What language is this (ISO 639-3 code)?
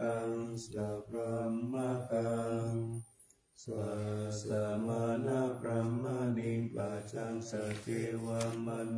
pli